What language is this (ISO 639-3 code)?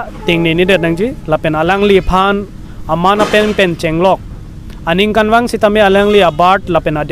mjw